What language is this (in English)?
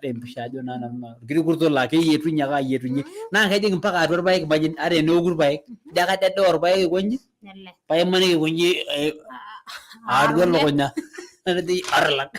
Masai